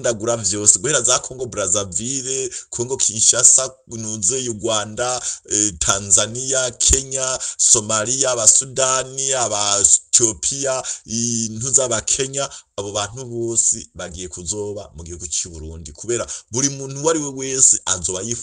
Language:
Rundi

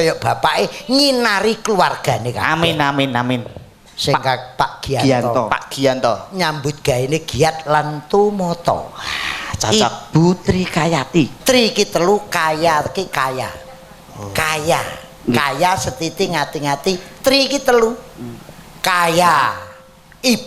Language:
Javanese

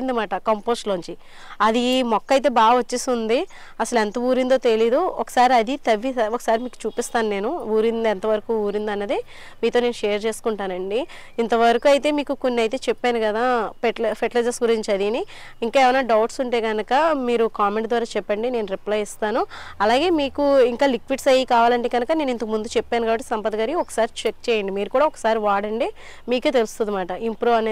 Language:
Telugu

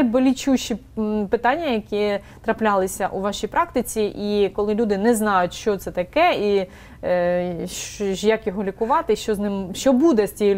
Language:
Ukrainian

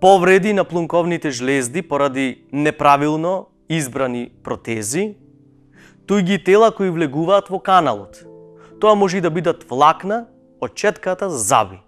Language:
Macedonian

